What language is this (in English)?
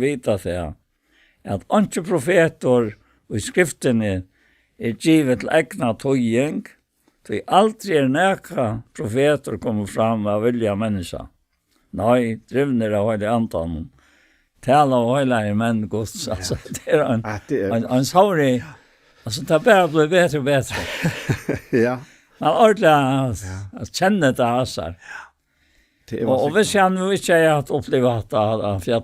Faroese